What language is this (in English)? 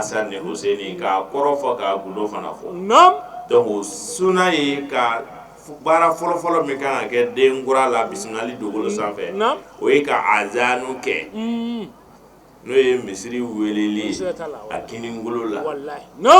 Bambara